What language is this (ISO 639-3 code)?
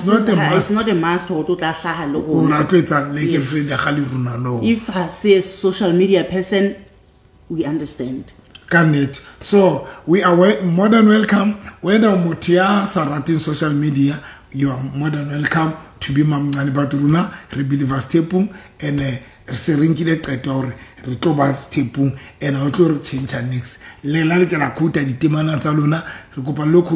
sot